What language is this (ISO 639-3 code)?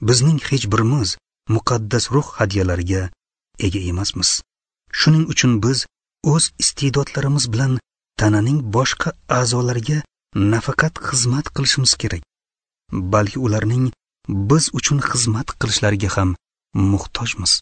uzb